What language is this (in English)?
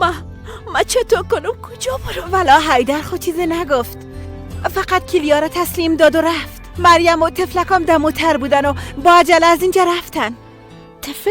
Persian